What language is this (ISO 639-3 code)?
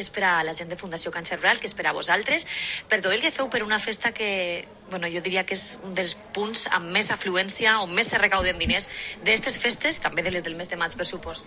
cat